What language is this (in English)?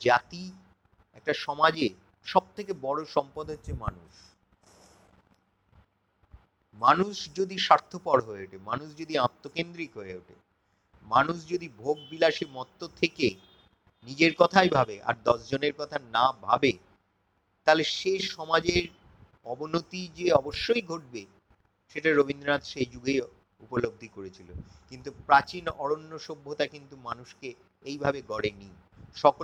Bangla